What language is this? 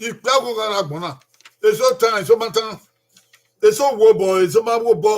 Bini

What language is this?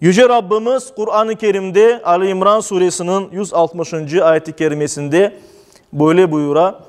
Crimean Tatar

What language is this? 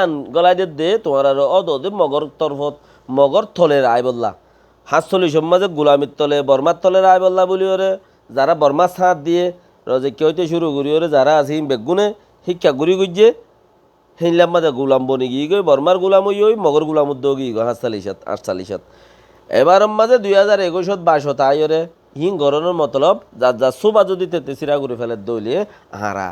Rohingya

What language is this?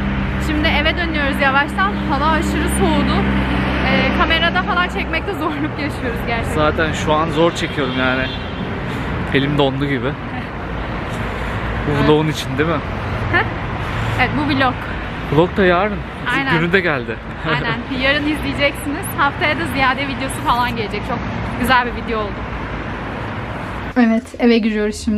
Turkish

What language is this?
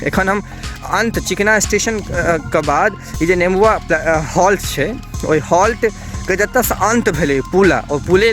Maithili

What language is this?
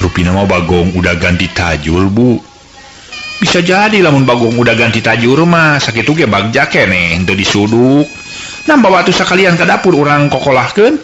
Sundanese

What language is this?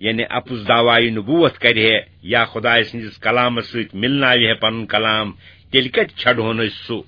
Kashmiri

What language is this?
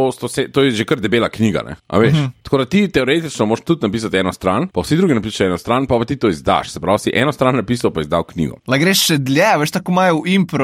Slovenian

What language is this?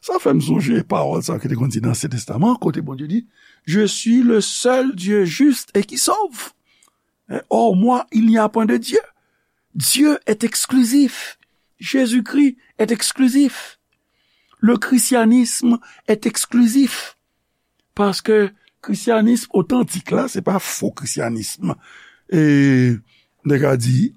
Haitian Creole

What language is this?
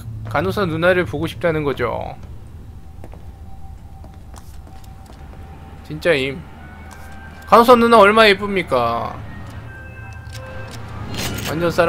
Korean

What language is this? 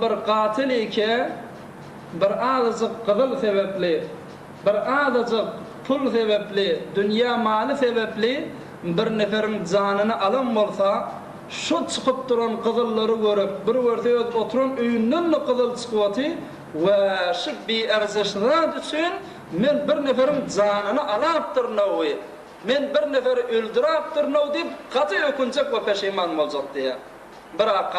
Turkmen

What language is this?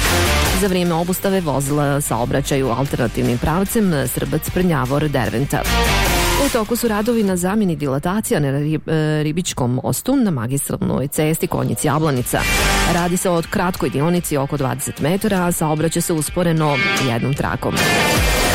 Bosnian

